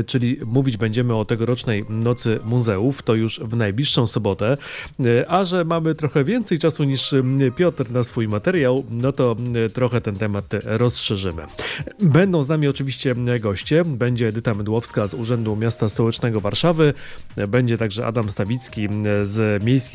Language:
Polish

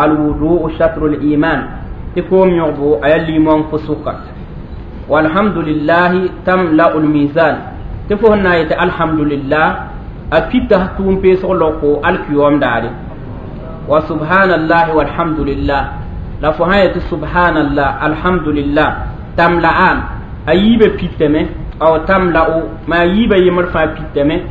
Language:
Mossi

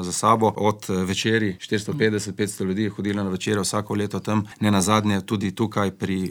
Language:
Slovenian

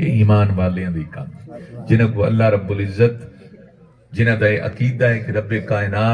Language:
Saraiki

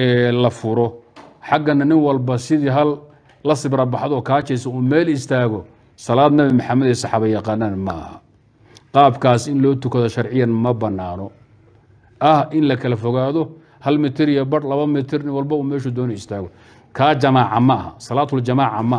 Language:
Somali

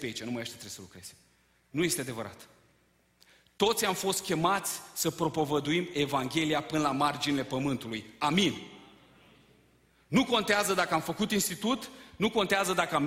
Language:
Romanian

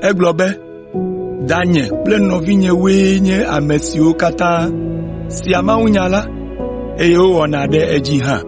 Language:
Ewe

